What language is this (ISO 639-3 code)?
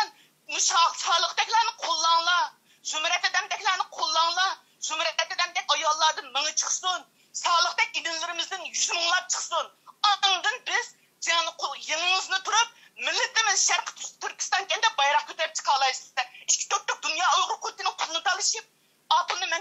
uig